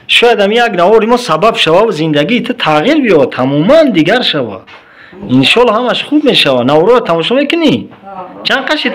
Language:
Tajik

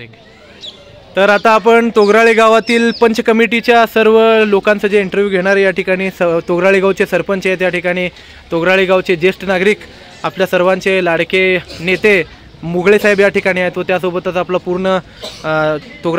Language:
Marathi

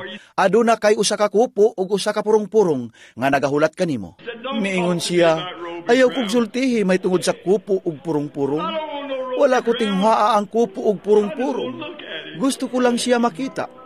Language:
Cebuano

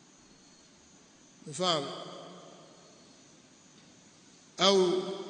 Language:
Swahili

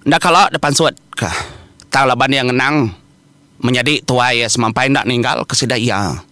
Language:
Iban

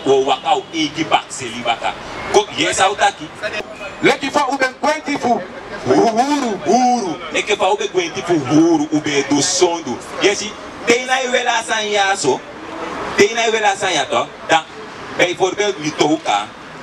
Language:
Sranan Tongo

